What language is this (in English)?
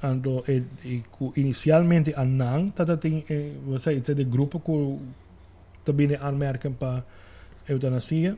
Papiamento